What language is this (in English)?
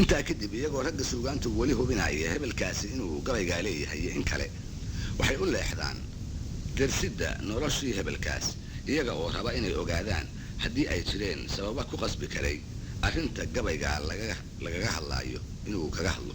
Somali